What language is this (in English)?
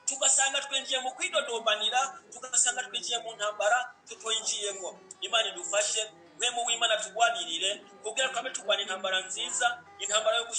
Rundi